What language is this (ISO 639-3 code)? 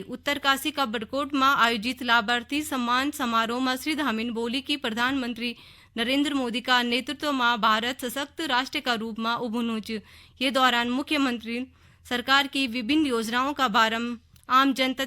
gbm